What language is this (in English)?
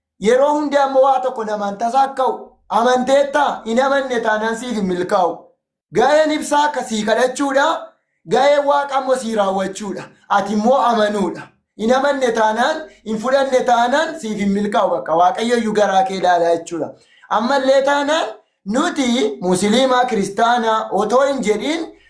Oromo